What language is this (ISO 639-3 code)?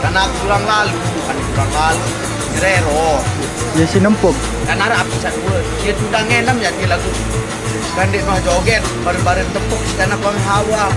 sas